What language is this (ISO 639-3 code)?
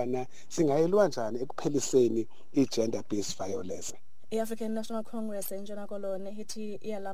xho